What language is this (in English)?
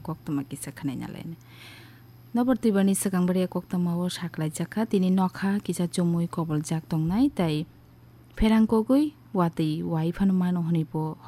Kok Borok